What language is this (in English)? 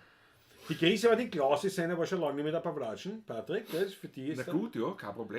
Bavarian